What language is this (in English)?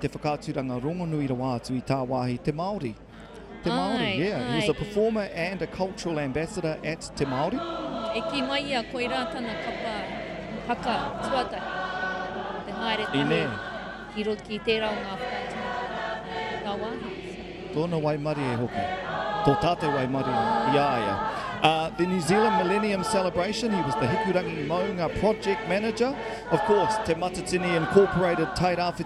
Māori